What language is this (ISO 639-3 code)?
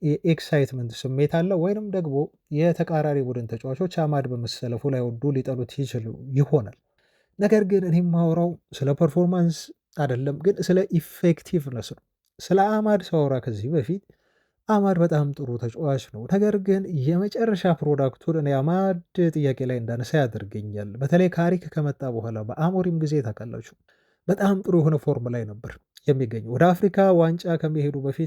amh